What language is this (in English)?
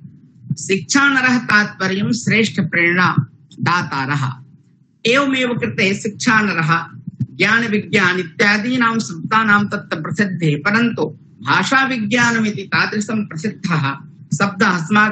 Sanskrit